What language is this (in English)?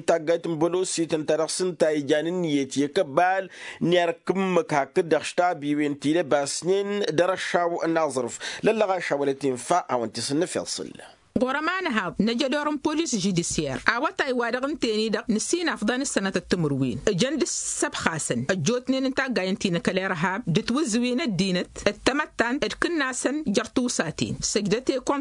Tamasheq